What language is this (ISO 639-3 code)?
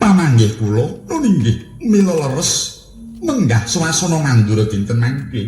jav